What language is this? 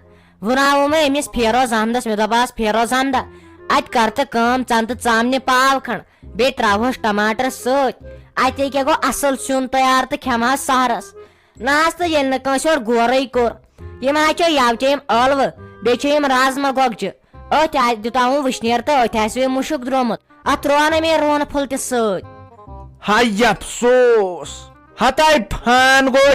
Kashmiri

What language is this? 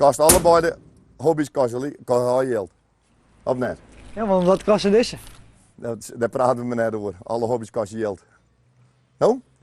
Western Frisian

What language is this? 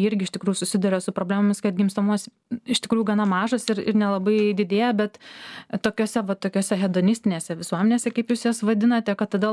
Lithuanian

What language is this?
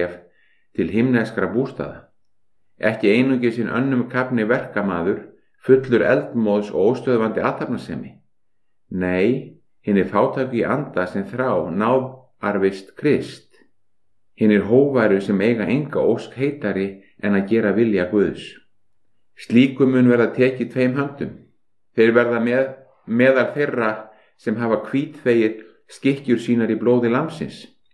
Icelandic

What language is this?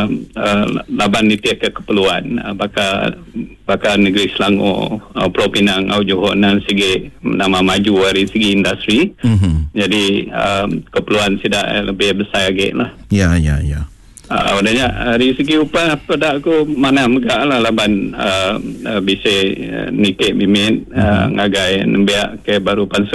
Iban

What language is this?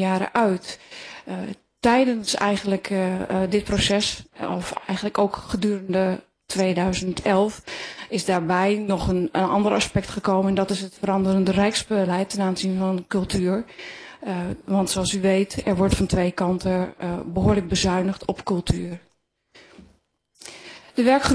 Dutch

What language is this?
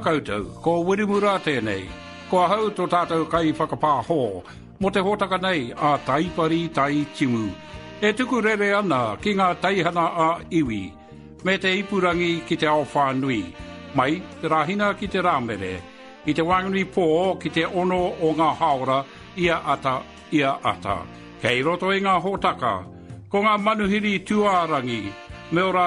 Māori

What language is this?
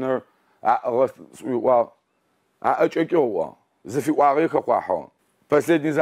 Adyghe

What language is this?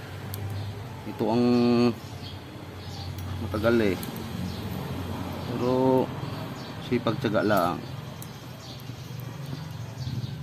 Filipino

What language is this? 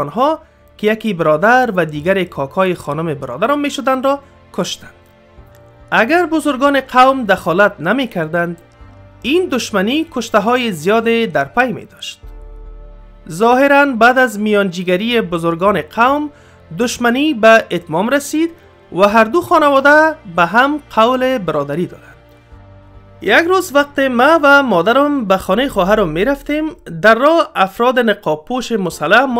Persian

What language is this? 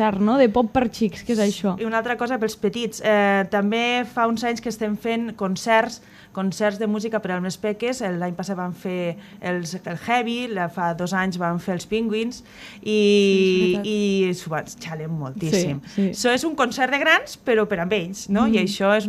Catalan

